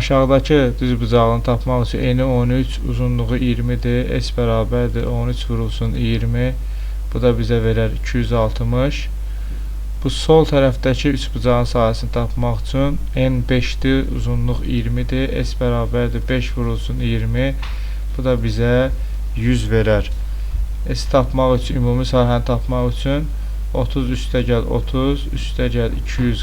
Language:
Azerbaijani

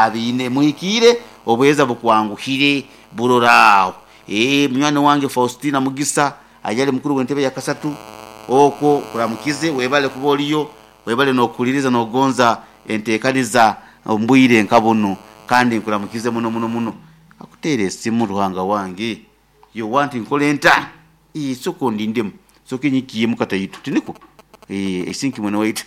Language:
Nyoro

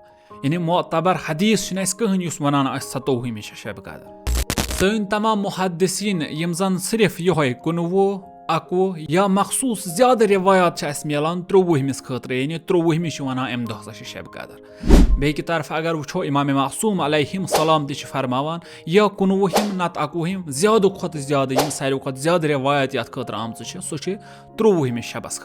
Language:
Kashmiri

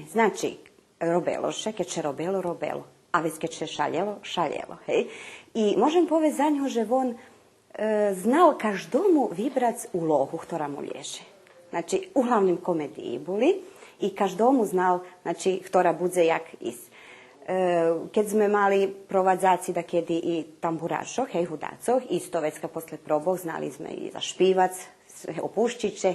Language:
Rusyn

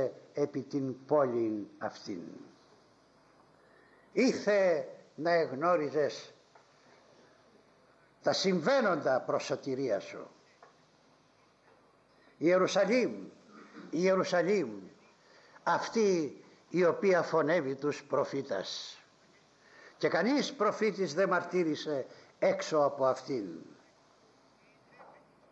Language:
Greek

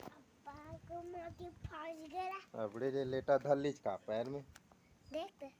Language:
Chhattisgarhi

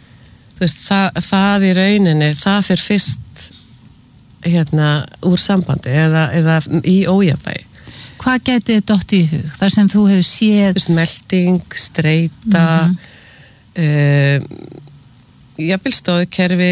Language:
Icelandic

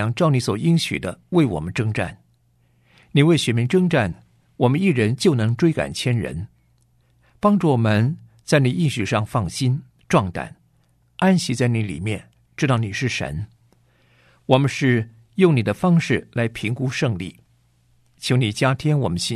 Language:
Chinese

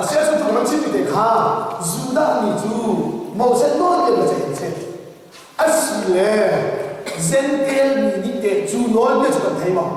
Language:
Hakha Chin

